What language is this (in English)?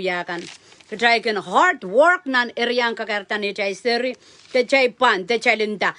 Pohnpeian